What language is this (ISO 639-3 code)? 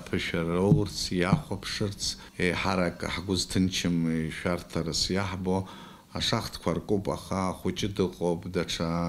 abk